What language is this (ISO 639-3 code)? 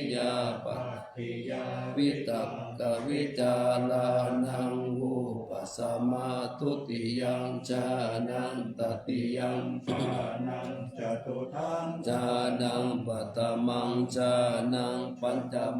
pli